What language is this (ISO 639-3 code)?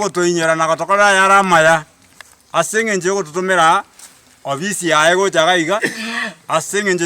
guz